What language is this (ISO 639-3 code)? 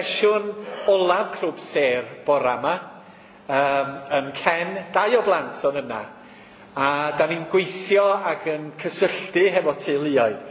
cym